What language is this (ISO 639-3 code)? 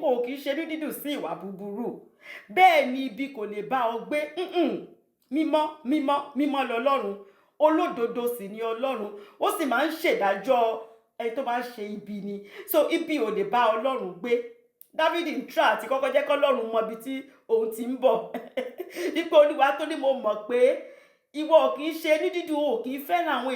yor